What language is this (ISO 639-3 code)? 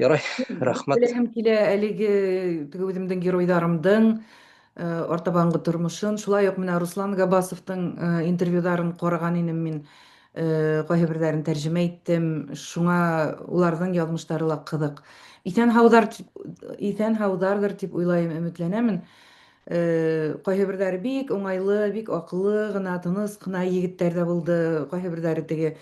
bak